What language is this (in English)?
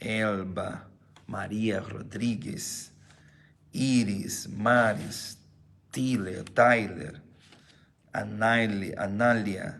Papiamento